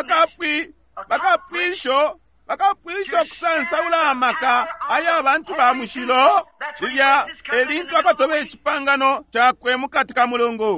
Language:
Bemba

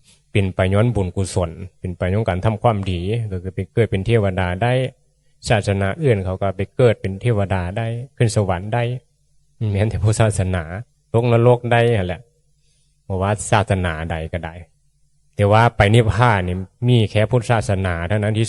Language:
Northeastern Thai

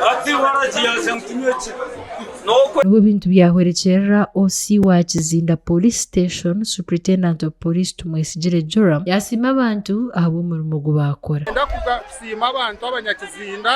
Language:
Nyankole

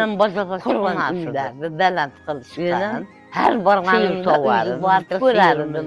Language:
Crimean Tatar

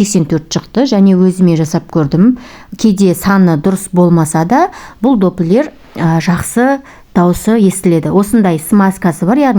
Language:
Kazakh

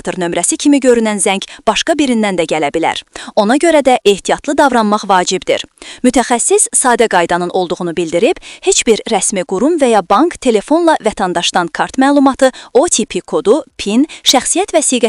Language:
Azerbaijani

